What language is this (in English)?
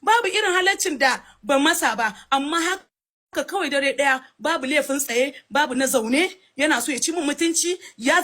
Hausa